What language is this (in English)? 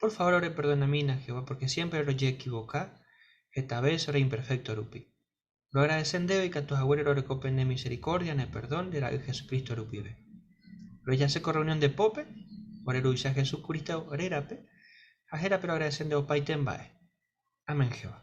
Guarani